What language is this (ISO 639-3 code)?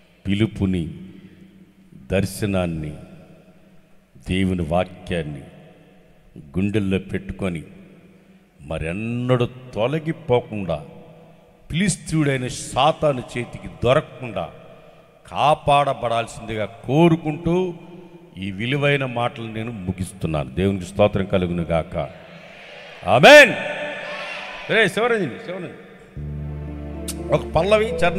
tel